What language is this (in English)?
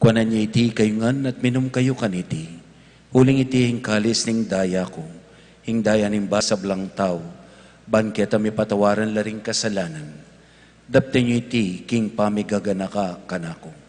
Pampanga